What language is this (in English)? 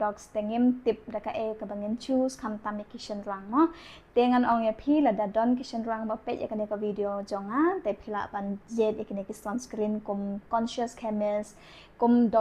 Khasi